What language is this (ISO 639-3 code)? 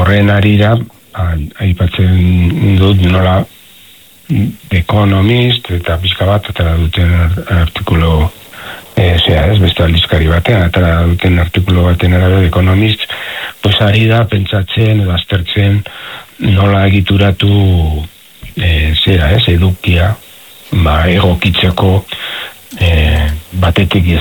eus